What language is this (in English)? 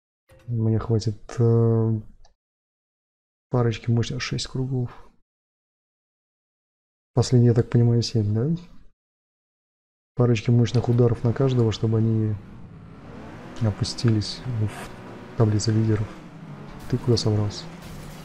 Russian